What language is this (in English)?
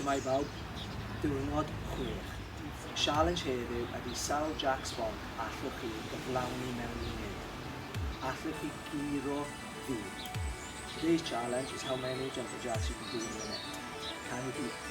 Welsh